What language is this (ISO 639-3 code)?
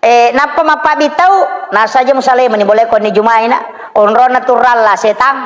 bug